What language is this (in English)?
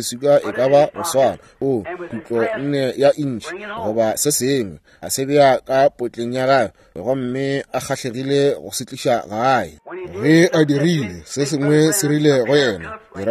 Northern Sotho